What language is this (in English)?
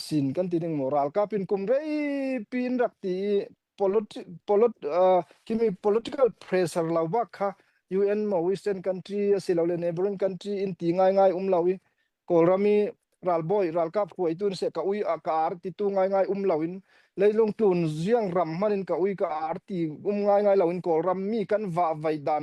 Falam Chin